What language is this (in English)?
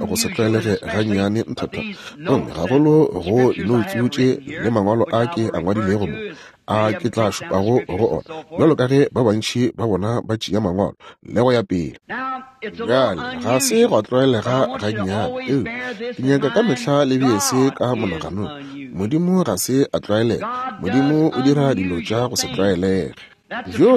Northern Sotho